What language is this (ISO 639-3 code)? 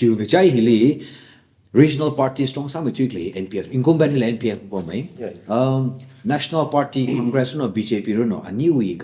nmf